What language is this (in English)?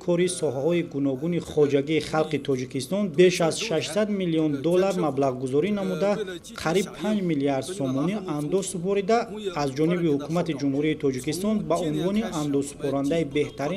Tajik